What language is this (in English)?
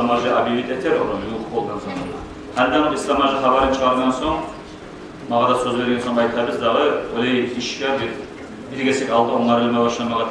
Kumyk